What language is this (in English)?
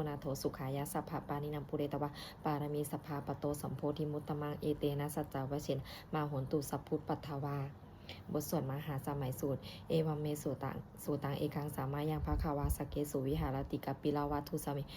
Pali